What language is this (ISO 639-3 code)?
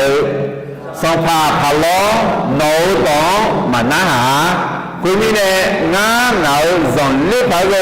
ahk